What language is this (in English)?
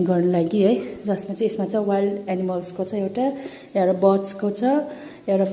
Nepali